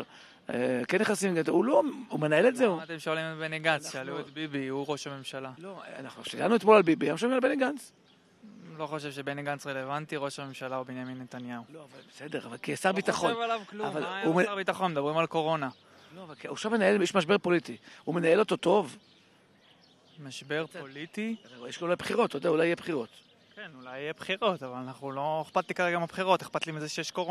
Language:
Hebrew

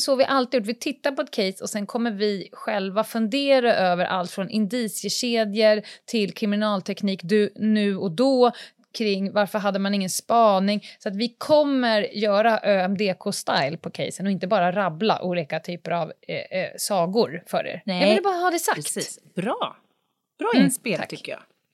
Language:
Swedish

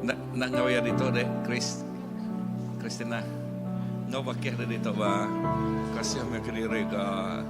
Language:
Iban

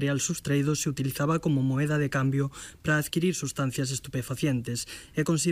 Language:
Galician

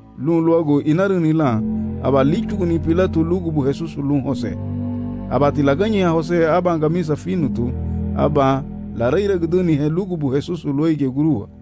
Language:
Garifuna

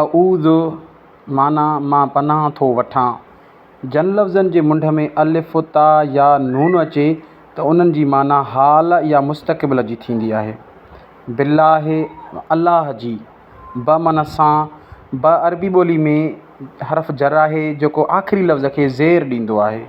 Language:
Sindhi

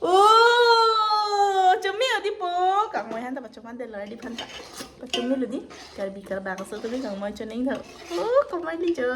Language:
Karbi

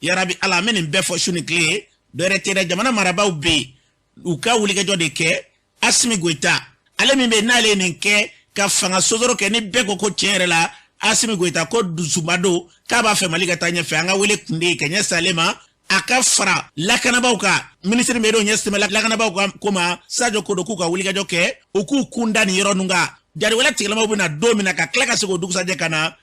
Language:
Bambara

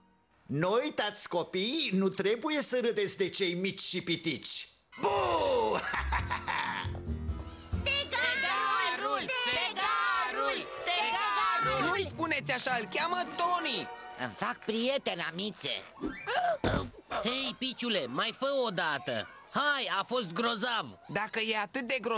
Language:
Romanian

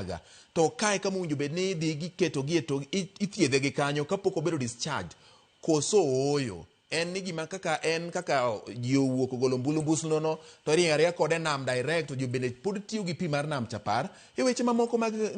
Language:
Luo (Kenya and Tanzania)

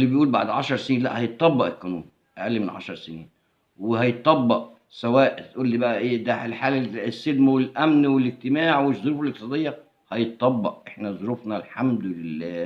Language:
Egyptian Arabic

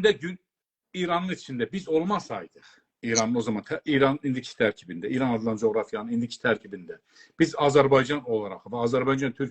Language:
South Azerbaijani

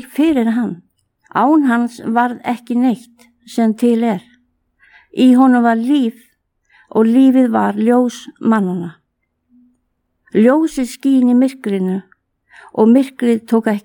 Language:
Icelandic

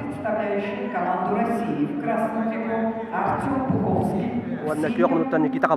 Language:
Yakut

